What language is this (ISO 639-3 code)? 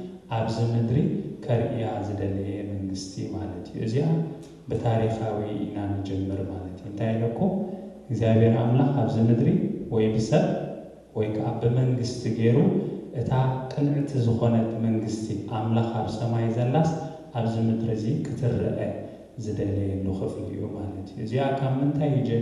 tir